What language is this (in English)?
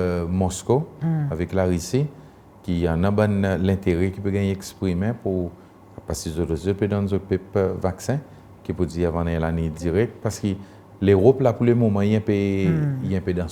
Seselwa Creole French